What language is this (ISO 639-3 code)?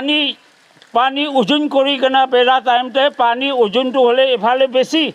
nag